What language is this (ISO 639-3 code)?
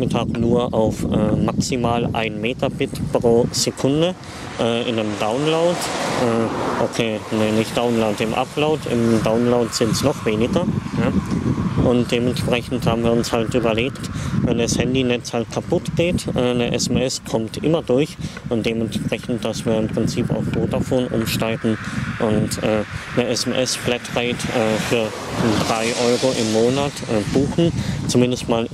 deu